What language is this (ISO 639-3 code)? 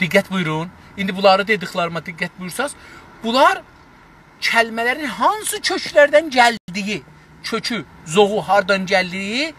azb